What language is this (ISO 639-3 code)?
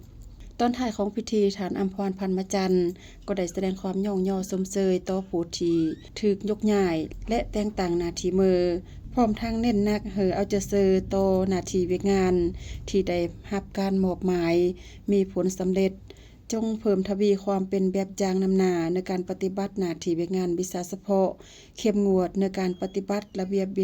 lao